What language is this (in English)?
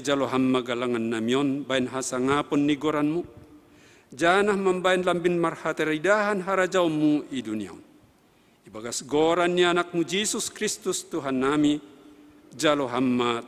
Batak Simalungun